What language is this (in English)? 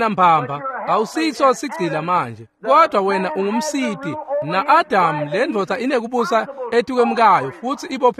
Swati